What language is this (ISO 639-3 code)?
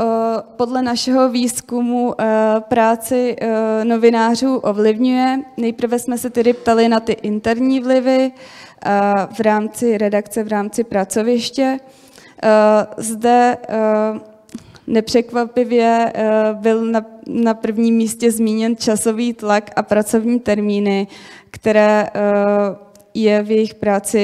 ces